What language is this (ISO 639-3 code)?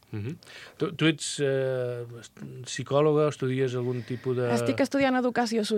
cat